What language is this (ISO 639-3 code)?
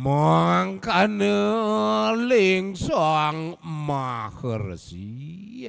ban